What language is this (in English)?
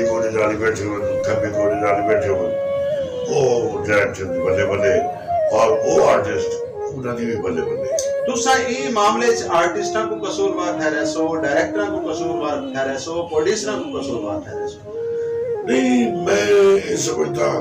Saraiki